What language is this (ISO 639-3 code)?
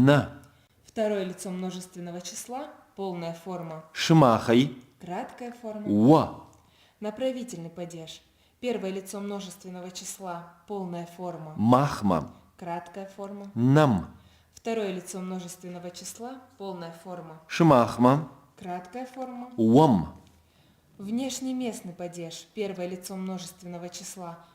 oss